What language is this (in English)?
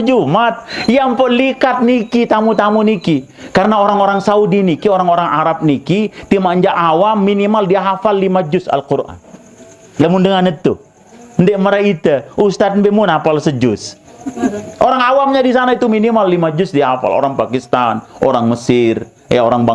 Sasak